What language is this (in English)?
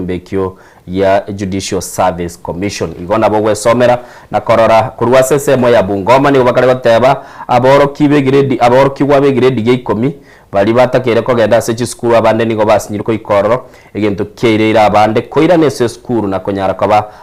Gusii